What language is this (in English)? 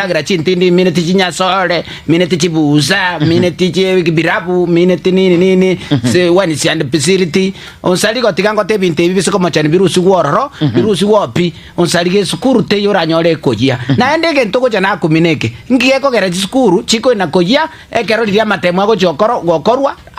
Gusii